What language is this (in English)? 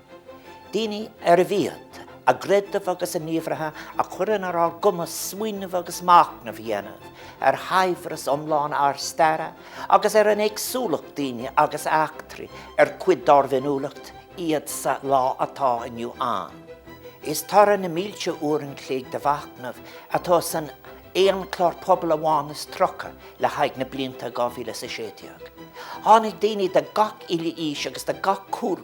Irish